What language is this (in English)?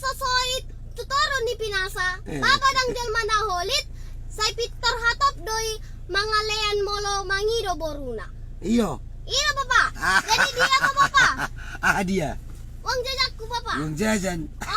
Batak Toba